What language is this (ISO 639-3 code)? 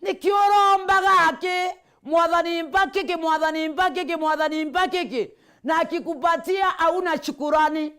mer